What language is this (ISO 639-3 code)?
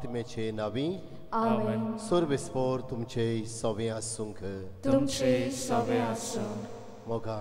kok